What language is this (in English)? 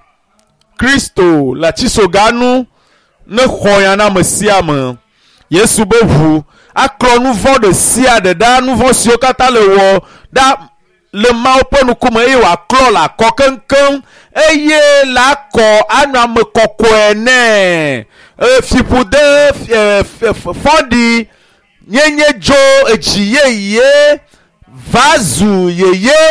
Ewe